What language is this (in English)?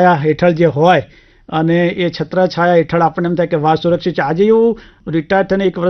Gujarati